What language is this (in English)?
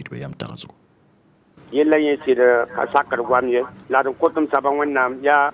Mossi